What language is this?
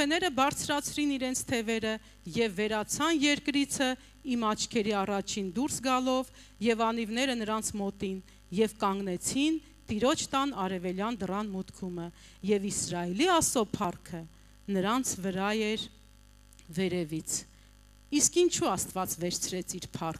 Armenian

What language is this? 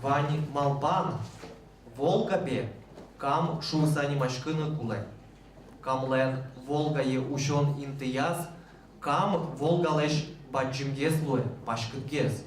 Udmurt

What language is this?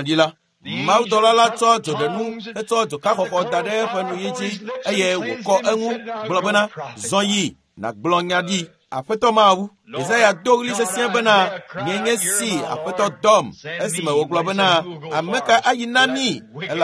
Ewe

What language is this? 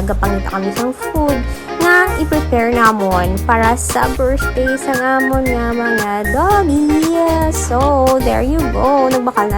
Hiligaynon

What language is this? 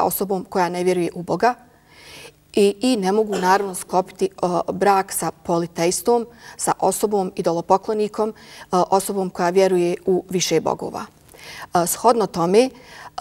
Bosnian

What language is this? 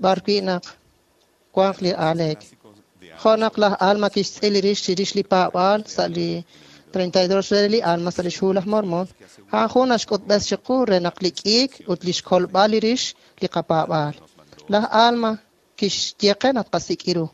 Kekchí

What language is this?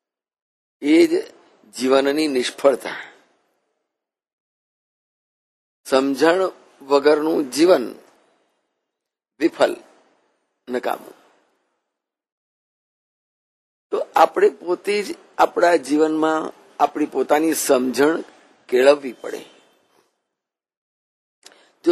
Gujarati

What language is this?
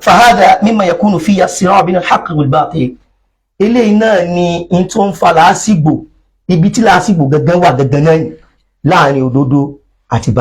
Yoruba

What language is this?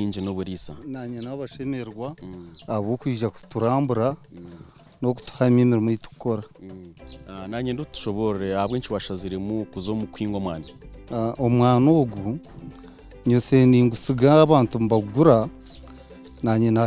Nyankole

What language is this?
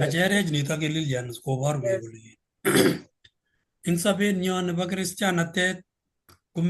Kalenjin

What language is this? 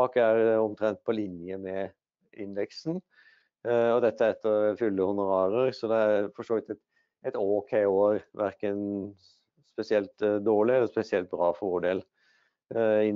Norwegian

